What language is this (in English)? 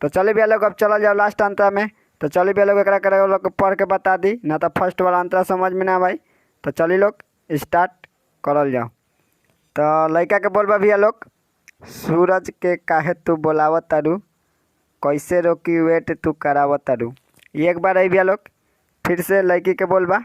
Bhojpuri